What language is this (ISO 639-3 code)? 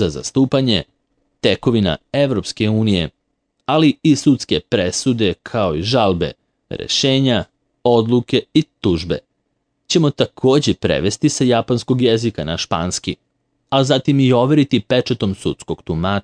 srp